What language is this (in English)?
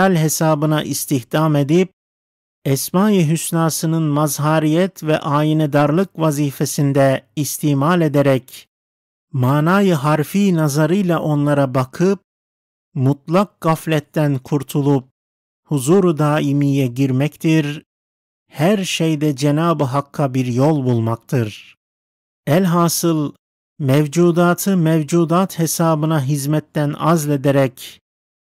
Turkish